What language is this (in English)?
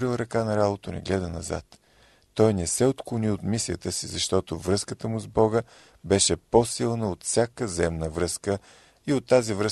Bulgarian